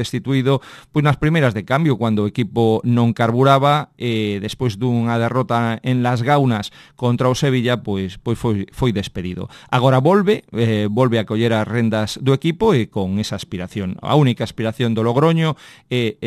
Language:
Galician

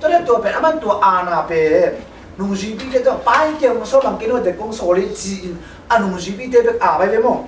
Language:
Tedim Chin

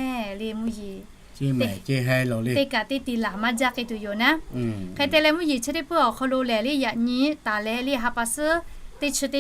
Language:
Lahu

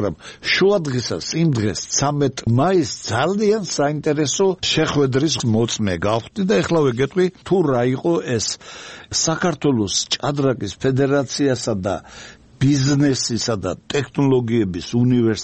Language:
Georgian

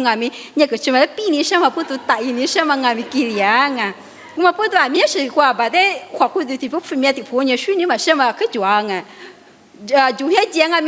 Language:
Lisu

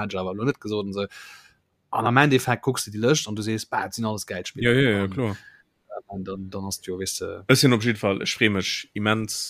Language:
Luxembourgish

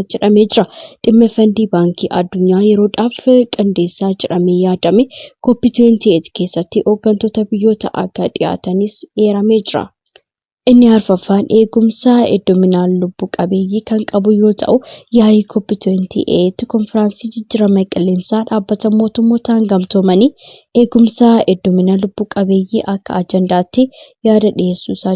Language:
Oromo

